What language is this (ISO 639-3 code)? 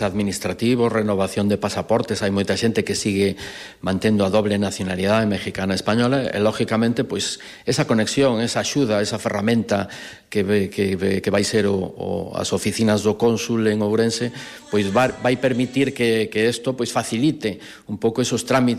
glg